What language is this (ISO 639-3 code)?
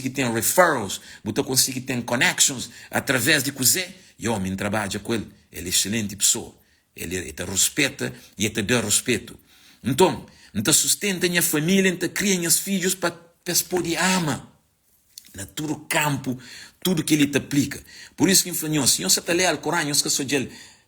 kea